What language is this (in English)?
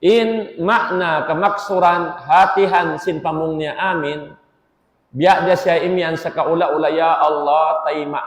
Tausug